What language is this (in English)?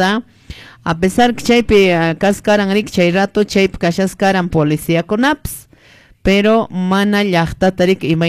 Quechua